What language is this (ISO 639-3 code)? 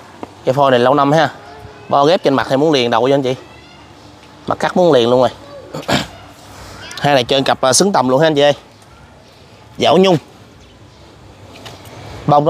vie